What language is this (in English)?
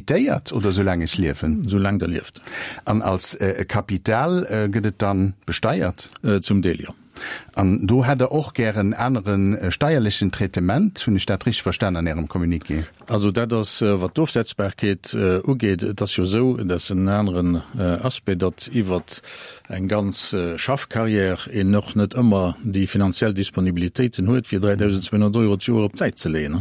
Luxembourgish